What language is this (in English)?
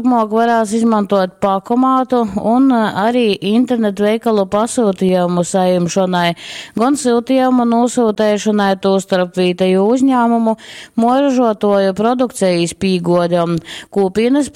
Latgalian